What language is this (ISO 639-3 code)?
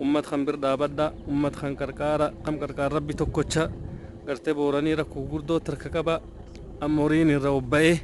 orm